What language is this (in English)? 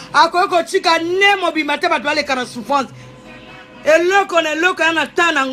Lingala